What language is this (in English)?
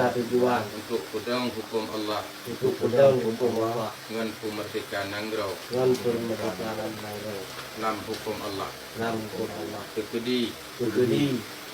Achinese